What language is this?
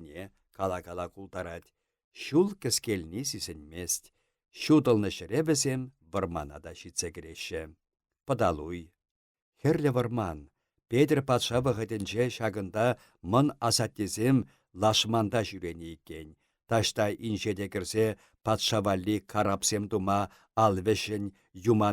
Chuvash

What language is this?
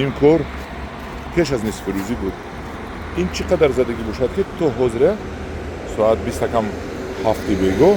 Tajik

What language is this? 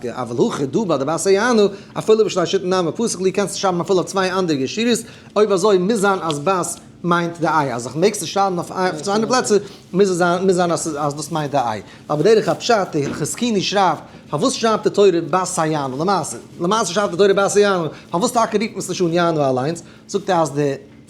Yiddish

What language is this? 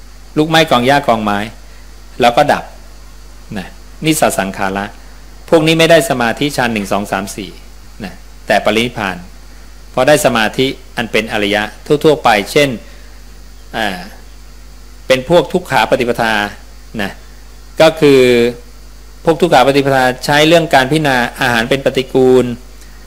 Thai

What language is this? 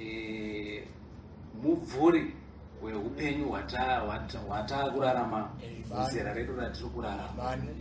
Shona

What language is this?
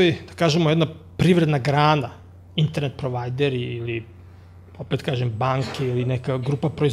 Serbian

